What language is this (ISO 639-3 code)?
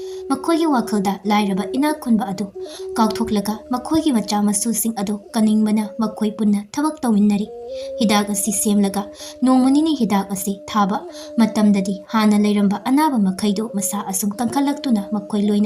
mni